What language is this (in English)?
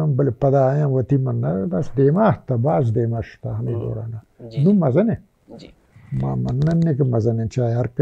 Baluchi